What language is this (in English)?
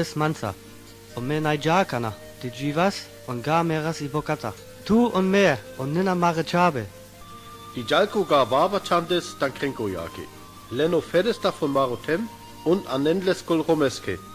Sinte Romani